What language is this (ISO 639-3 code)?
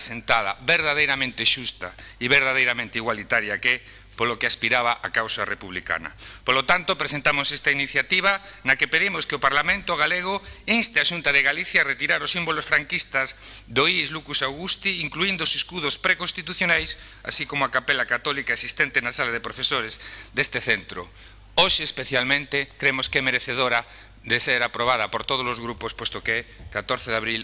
glg